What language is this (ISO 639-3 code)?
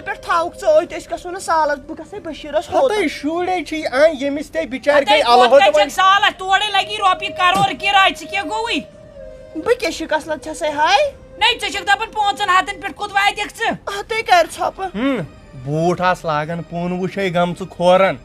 kas